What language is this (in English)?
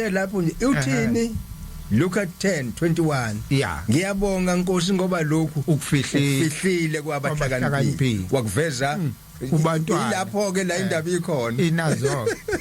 Zulu